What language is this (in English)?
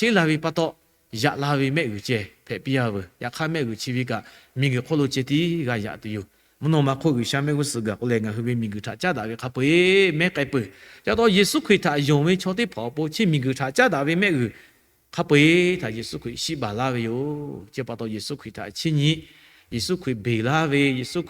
Lahu